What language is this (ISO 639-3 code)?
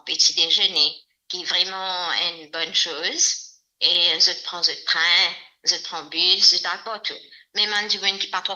mfe